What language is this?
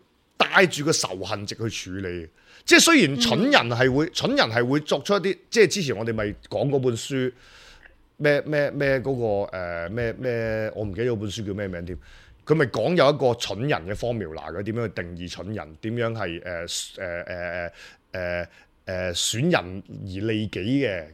Cantonese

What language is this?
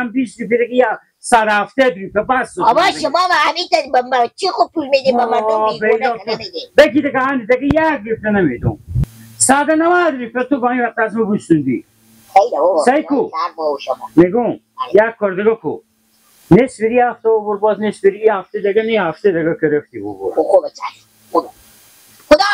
Hazaragi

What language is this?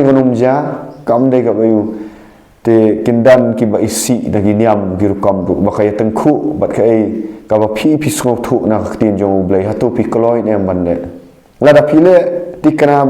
Khasi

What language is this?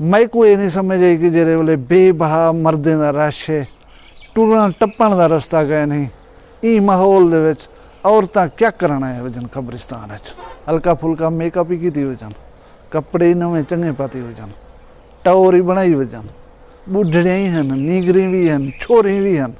Saraiki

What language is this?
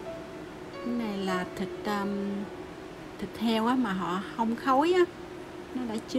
Vietnamese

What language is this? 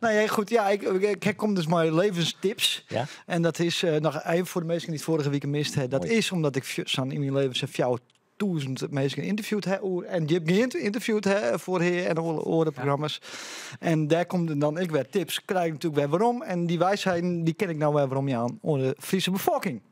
Western Frisian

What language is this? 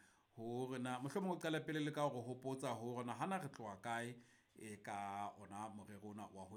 Southern Sotho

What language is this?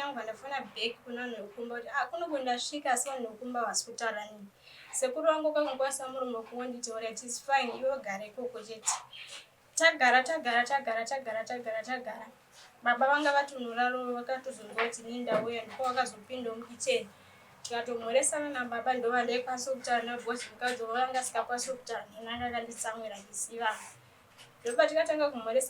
Shona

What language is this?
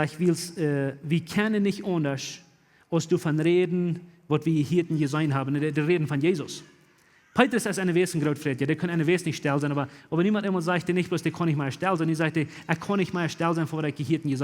Plautdietsch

